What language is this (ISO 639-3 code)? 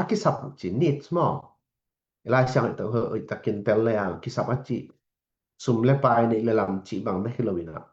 ctd